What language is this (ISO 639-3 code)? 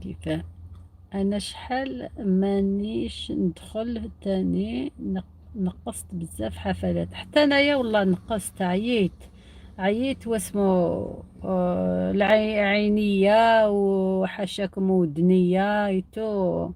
arq